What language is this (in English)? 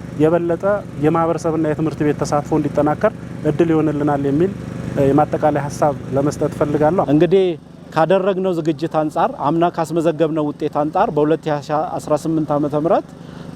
Amharic